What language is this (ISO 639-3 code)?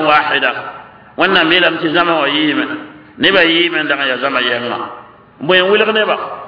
mos